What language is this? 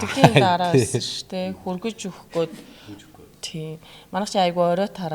Mongolian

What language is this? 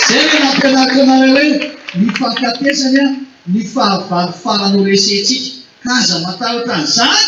Malagasy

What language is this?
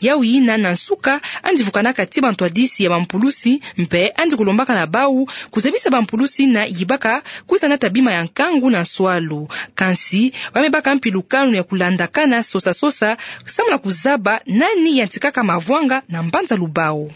Kituba (Democratic Republic of Congo)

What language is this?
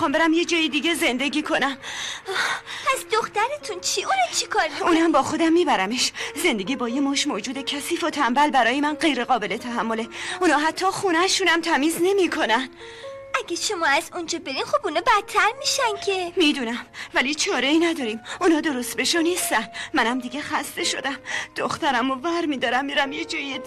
Persian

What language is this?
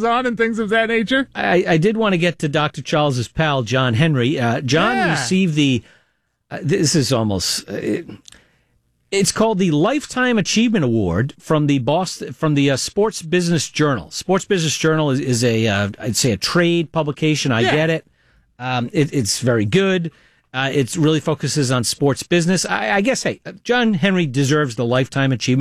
English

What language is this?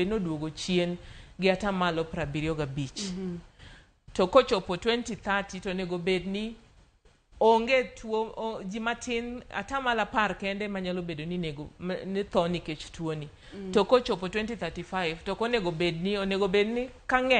Luo (Kenya and Tanzania)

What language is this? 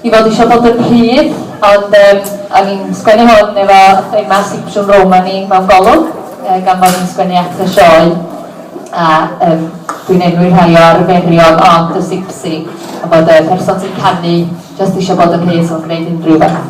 Welsh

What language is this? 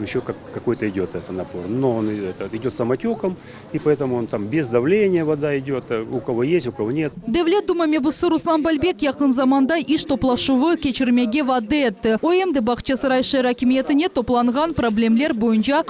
Crimean Tatar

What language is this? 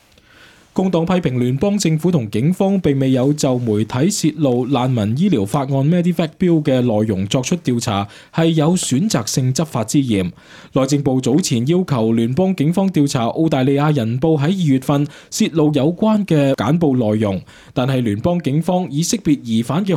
Cantonese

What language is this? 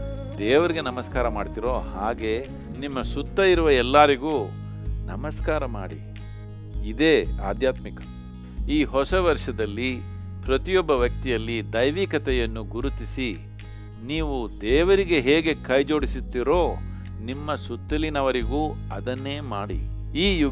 Kannada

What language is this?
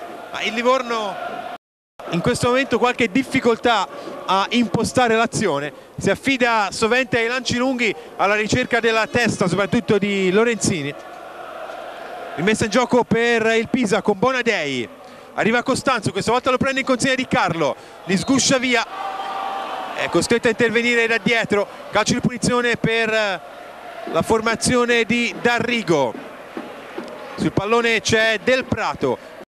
Italian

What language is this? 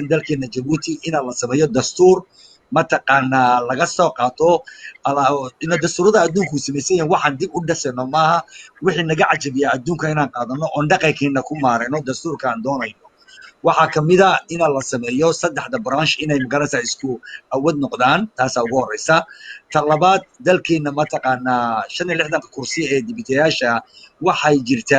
Somali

